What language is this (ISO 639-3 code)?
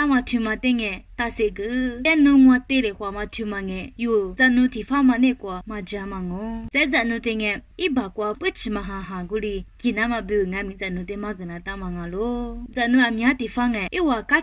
lis